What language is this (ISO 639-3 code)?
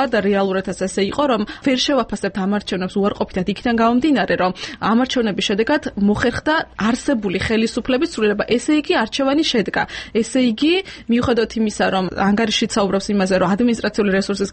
kat